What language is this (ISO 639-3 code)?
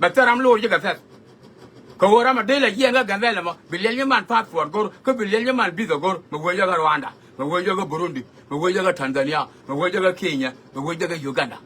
nus